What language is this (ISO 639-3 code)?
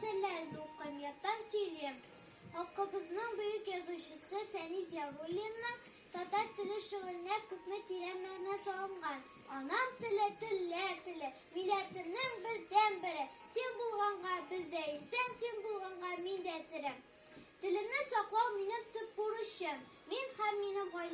tat